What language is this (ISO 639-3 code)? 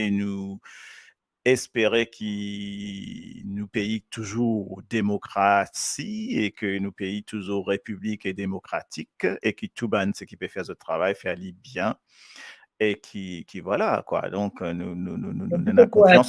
mfe